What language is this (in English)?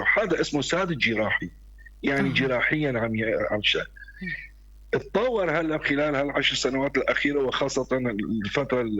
North Levantine Arabic